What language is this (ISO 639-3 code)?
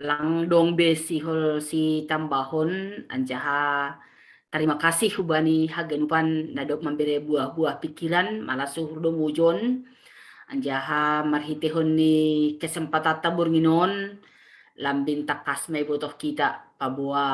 bts